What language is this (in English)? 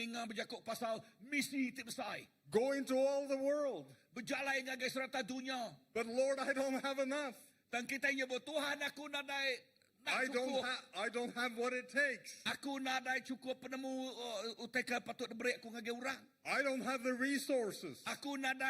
Iban